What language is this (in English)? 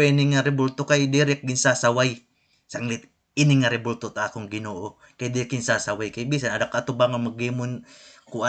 Waray